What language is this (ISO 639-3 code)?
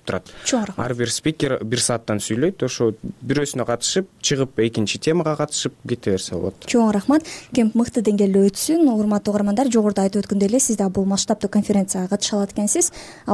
kir